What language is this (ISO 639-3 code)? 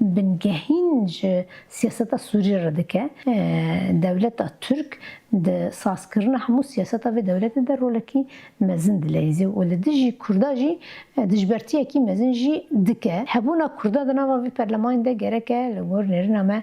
kur